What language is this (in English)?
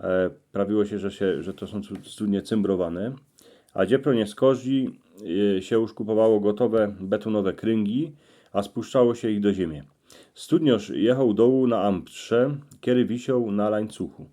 Silesian